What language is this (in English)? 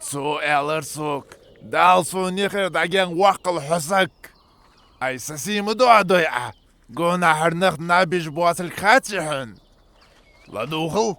Ingush